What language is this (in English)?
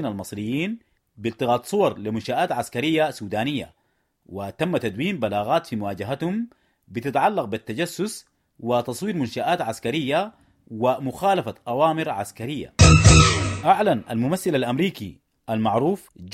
Sudanese Arabic